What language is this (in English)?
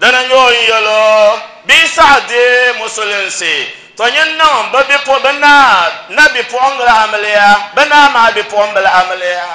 Dagbani